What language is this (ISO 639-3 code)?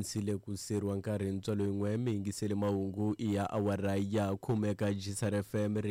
tso